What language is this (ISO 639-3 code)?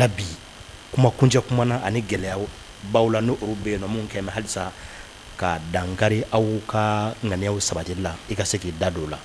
bam